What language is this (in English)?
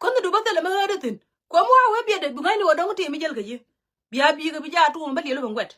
Nuer